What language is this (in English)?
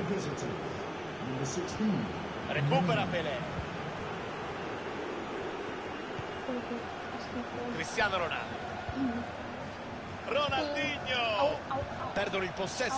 Italian